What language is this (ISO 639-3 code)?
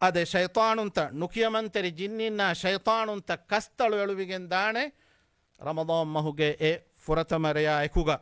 div